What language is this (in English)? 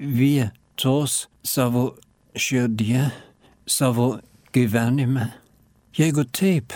Lithuanian